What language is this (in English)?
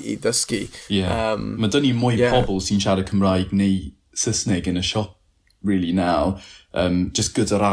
Welsh